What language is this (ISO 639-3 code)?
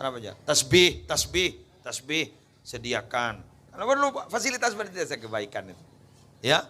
mad